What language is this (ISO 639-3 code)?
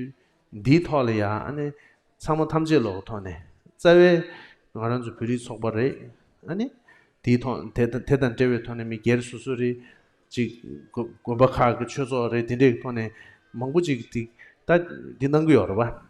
bod